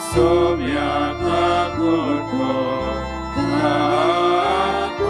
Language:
Konkani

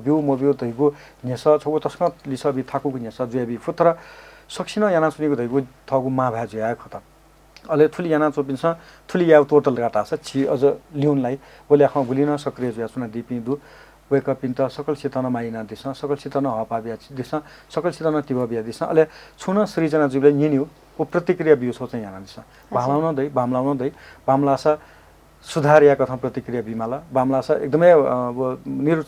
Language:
Newari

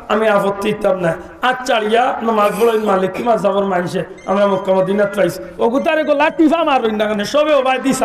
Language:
Sylheti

